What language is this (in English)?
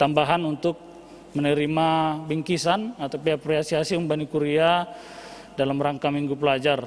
Batak Simalungun